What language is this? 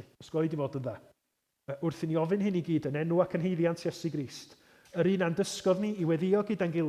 Welsh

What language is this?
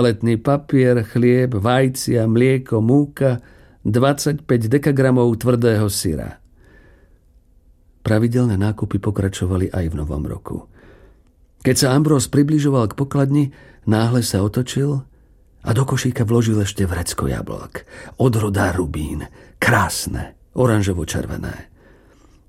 Slovak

